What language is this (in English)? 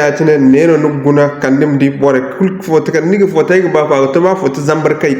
Zarma